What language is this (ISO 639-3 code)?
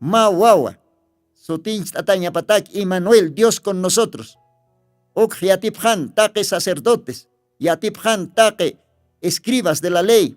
aym